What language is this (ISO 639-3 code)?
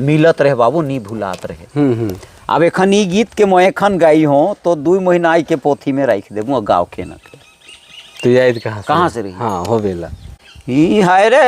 sck